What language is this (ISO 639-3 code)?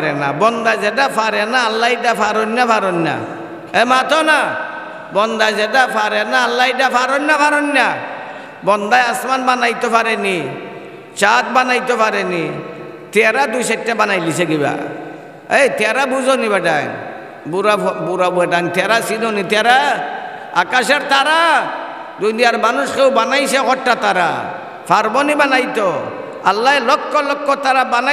syl